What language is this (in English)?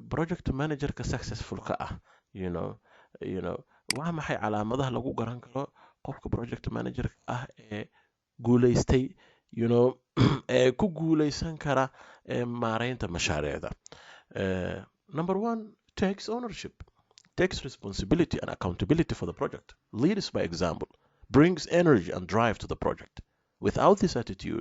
Somali